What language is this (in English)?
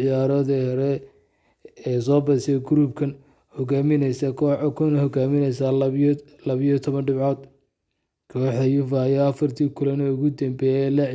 Somali